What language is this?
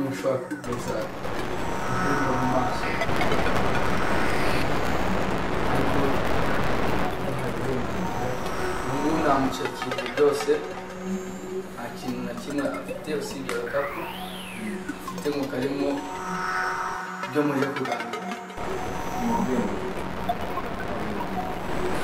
Kinyarwanda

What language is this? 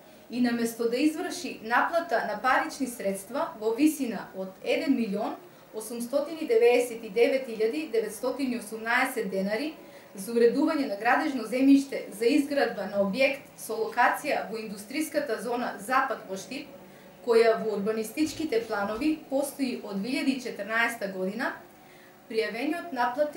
Macedonian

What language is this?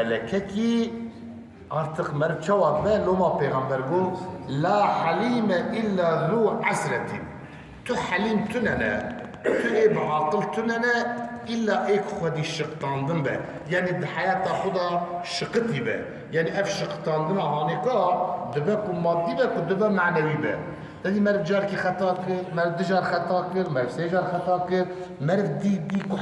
Kurdish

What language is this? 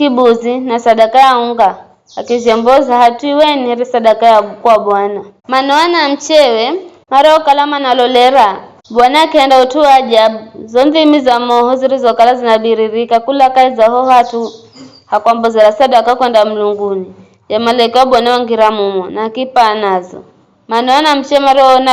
Giryama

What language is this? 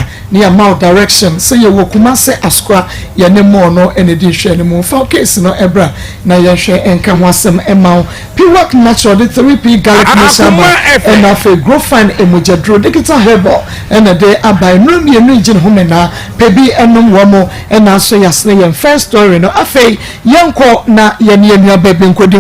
Akan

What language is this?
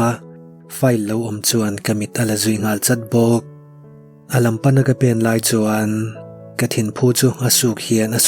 Mizo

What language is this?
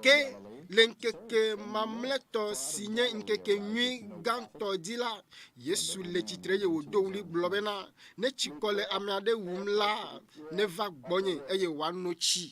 Ewe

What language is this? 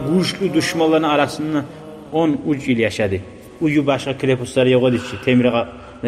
Kumyk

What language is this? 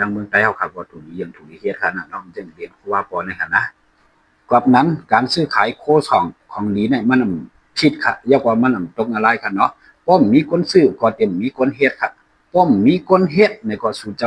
Shan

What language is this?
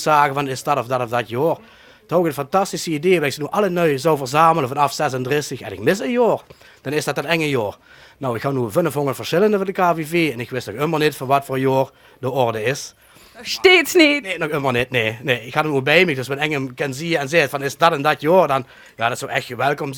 Limburgish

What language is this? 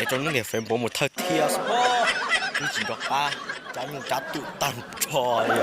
Hmong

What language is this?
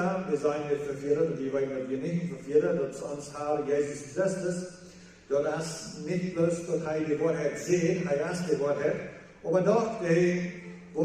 Plautdietsch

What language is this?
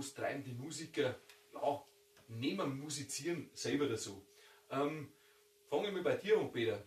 Bavarian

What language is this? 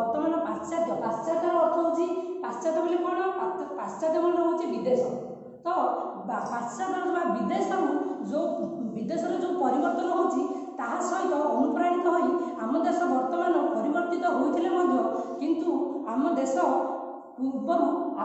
Odia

